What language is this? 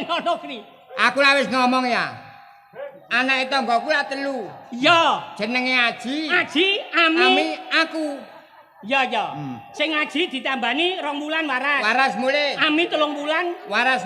Javanese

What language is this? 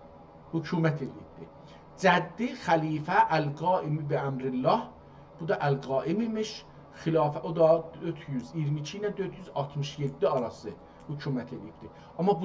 South Azerbaijani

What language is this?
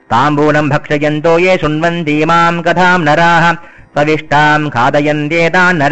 Sanskrit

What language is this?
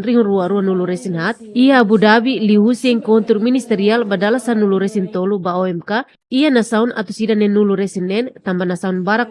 Tetum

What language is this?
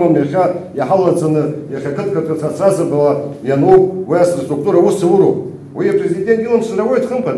Abkhazian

